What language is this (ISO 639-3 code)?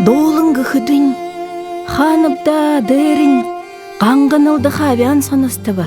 bua